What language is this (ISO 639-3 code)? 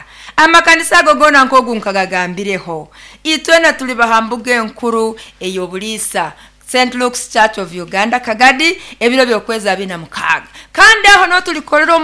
nyo